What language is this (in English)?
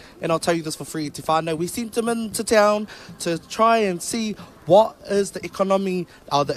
Māori